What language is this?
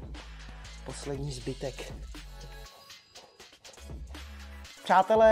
Czech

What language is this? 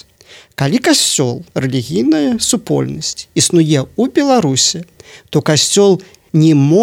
Belarusian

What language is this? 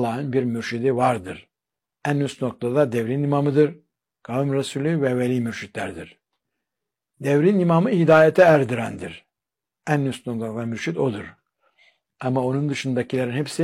Turkish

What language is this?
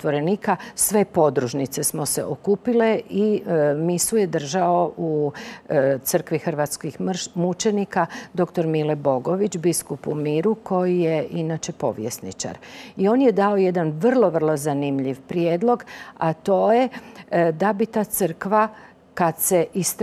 Croatian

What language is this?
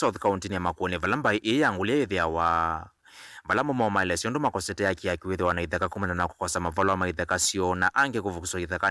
Kamba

